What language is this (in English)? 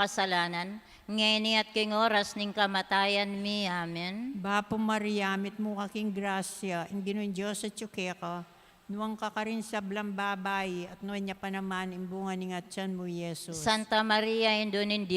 Pampanga